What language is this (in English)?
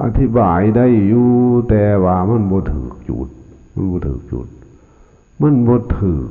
Lao